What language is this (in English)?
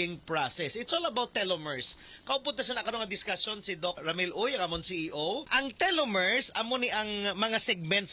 Hiligaynon